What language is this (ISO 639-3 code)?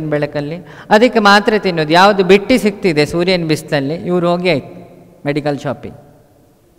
kan